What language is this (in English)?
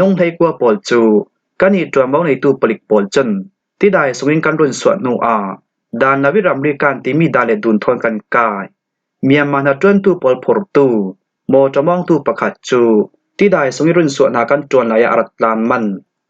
Falam Chin